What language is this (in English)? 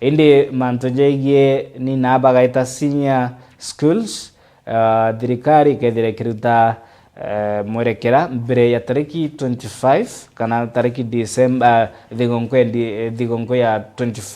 Meru